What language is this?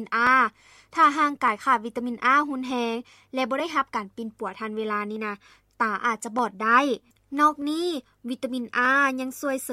Lao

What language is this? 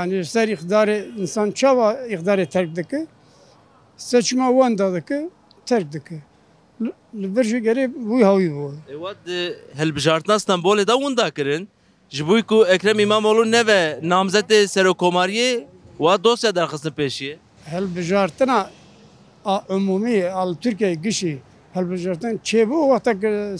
Kurdish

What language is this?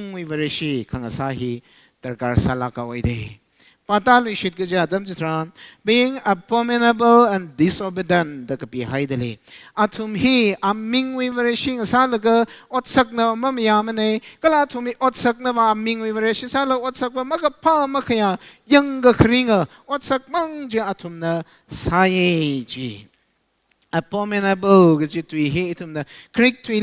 Tangkhul Naga (India)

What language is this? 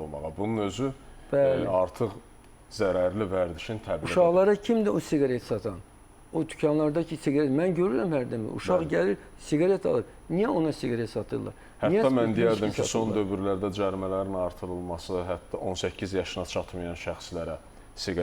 Azerbaijani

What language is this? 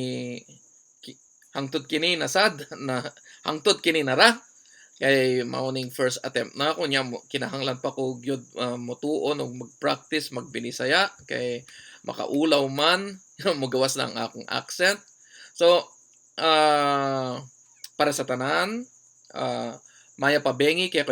Cebuano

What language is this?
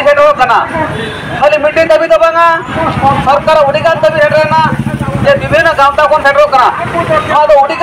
Santali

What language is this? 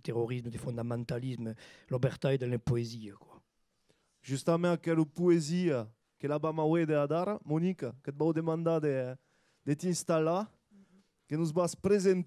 Occitan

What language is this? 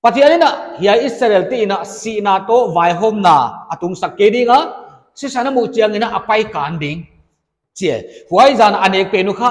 Paite Chin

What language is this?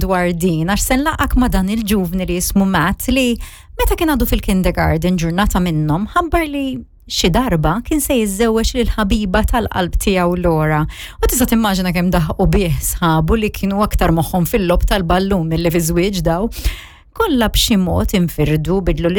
Maltese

